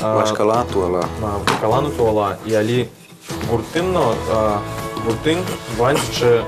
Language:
Udmurt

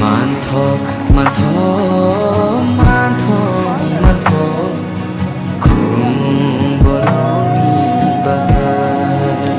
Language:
Kok Borok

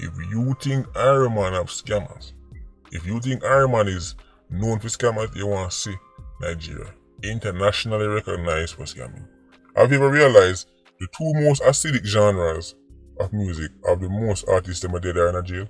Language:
Jamaican Creole English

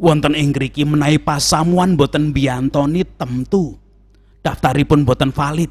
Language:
Javanese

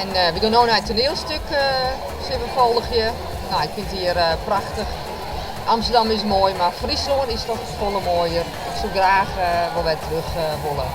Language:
Western Frisian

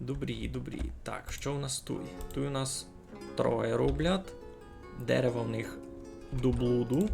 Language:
Rusyn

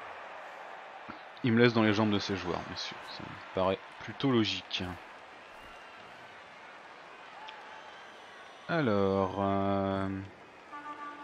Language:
French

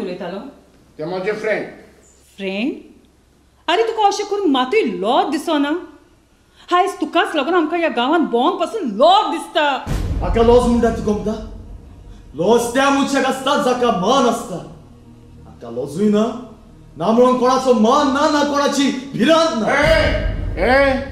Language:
Konkani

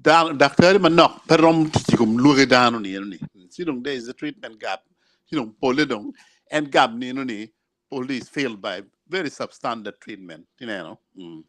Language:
Acoli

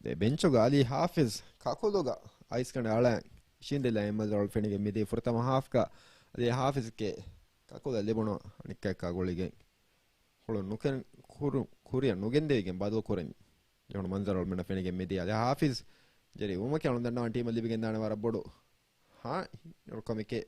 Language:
Divehi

